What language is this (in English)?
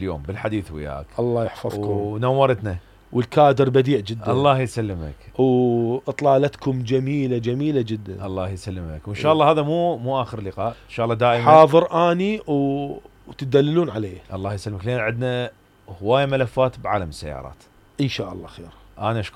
Mesopotamian Arabic